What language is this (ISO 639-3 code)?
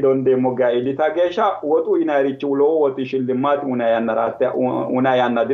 sid